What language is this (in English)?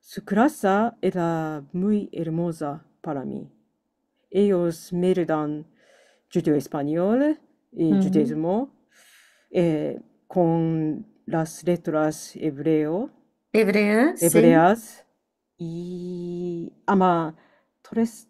Ladino